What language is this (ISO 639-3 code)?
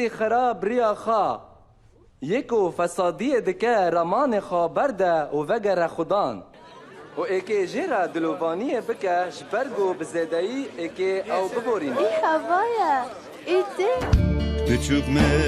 kur